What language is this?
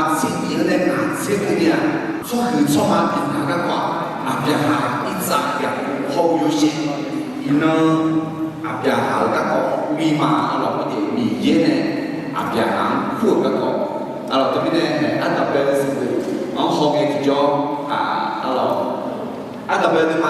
Akha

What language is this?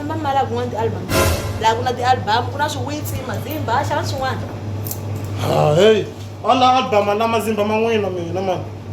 Tsonga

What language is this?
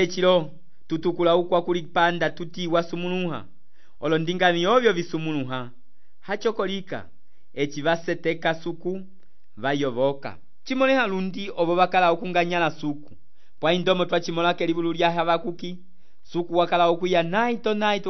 Umbundu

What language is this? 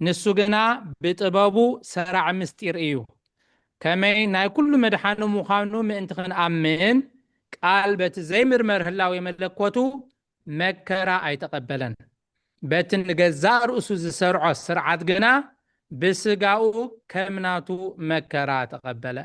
Tigrinya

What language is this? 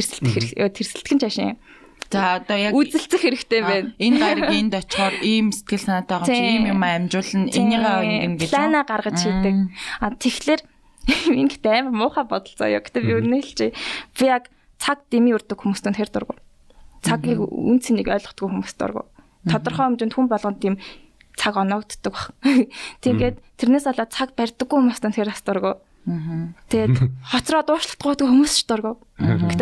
Mongolian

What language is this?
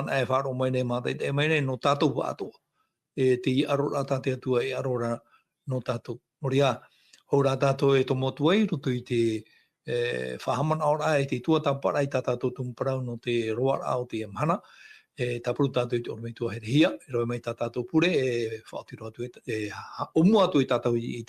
Tahitian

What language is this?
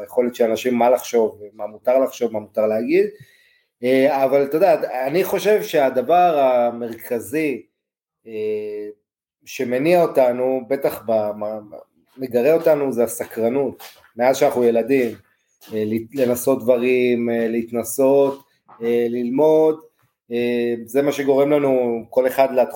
Hebrew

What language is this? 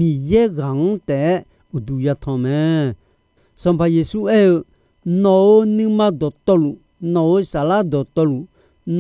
Akha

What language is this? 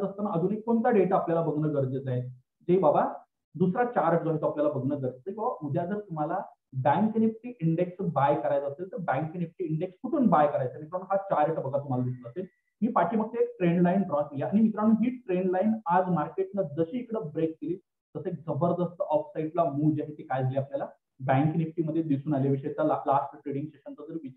Marathi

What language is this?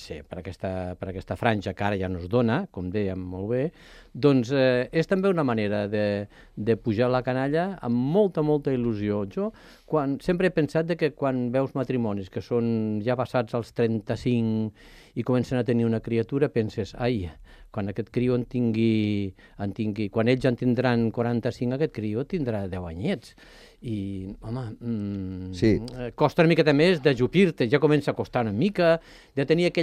Catalan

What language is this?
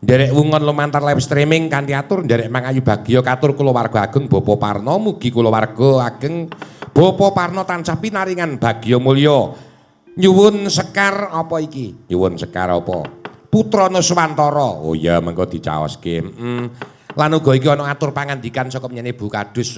Javanese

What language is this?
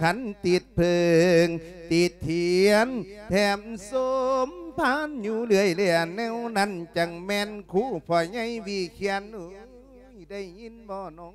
Lao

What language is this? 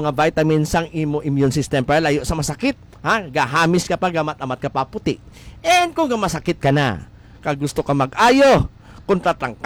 Hiligaynon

